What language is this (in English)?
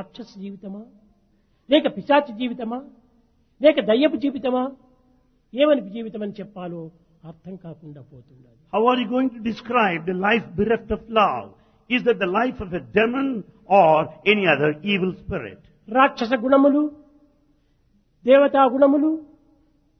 Telugu